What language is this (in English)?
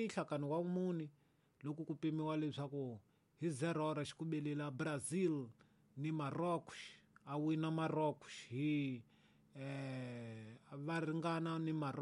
Tsonga